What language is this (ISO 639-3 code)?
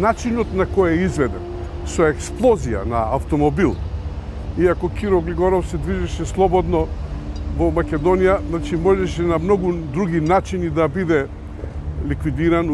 mkd